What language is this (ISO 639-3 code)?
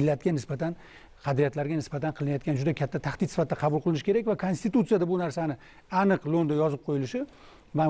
uzb